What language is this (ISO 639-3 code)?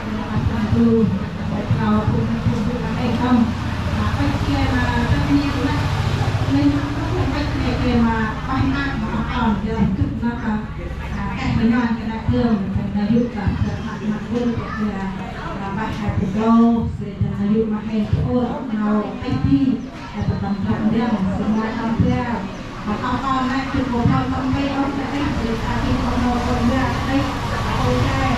cmo